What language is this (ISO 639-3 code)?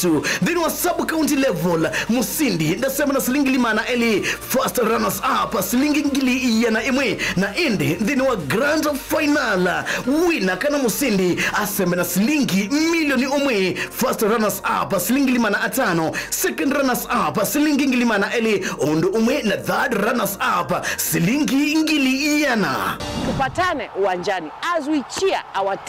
kam